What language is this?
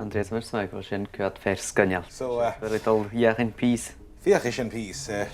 Scottish Gaelic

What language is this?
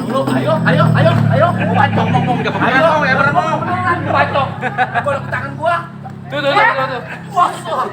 Betawi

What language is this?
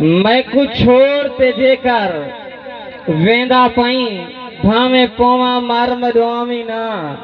Saraiki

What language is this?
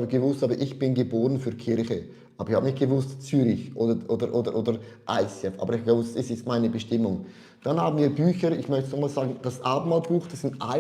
Swiss German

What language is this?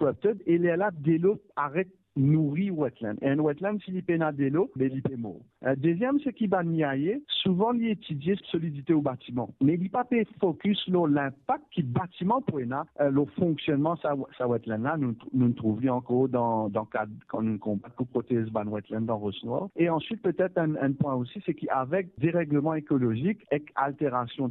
Morisyen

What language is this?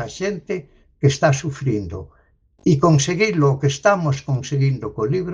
Galician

